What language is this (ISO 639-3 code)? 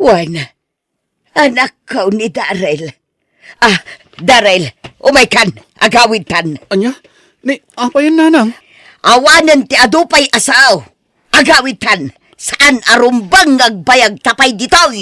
ilo